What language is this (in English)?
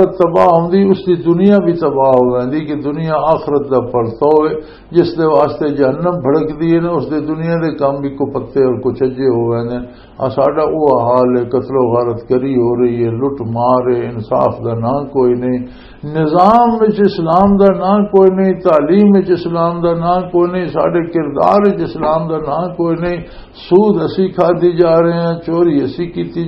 Western Panjabi